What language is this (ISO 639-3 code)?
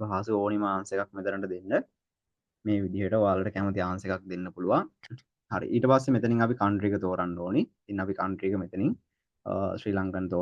sin